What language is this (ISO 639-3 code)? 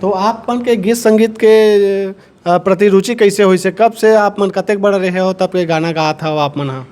hne